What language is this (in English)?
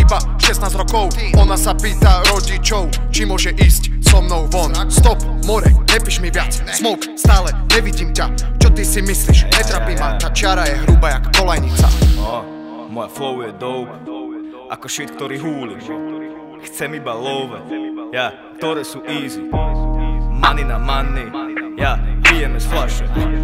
Slovak